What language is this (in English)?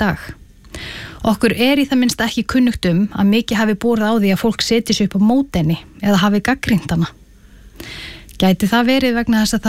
Icelandic